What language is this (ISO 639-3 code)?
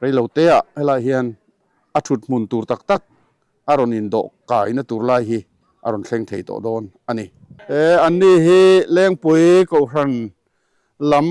lus